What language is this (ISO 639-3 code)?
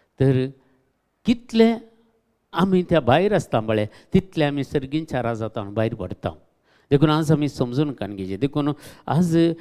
kok